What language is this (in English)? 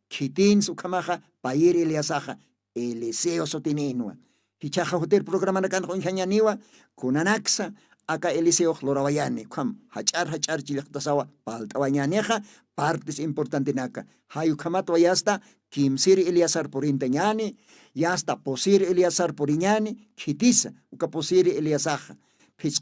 Aymara